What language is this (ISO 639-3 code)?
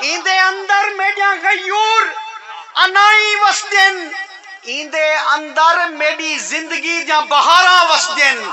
skr